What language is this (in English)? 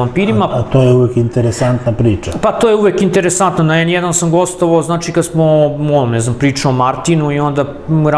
Serbian